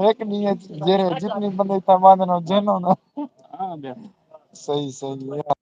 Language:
Saraiki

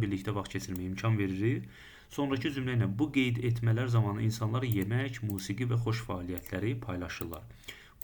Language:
Azerbaijani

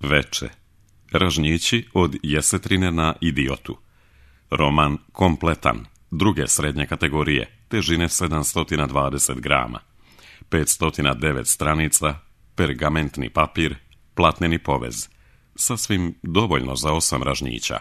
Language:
Serbian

